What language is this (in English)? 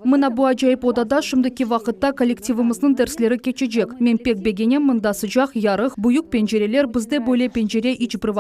Crimean Tatar